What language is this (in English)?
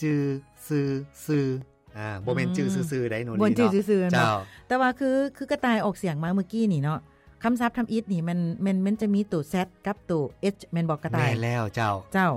Lao